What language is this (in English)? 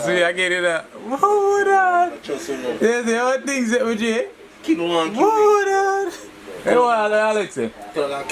Jamaican Creole English